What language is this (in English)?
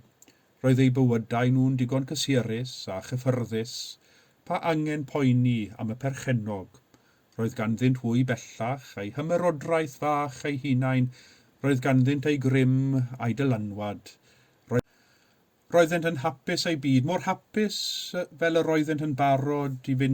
Welsh